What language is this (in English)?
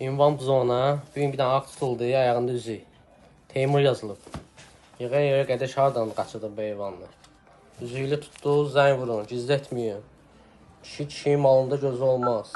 Azerbaijani